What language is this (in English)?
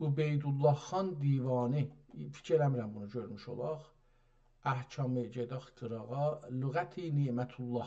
South Azerbaijani